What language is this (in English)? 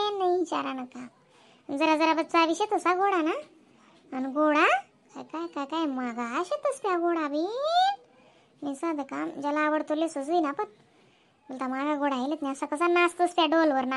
Khandesi